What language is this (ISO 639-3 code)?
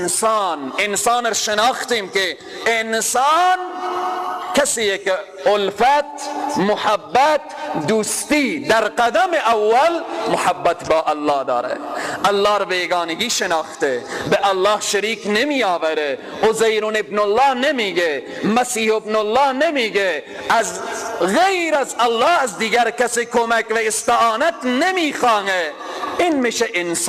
fas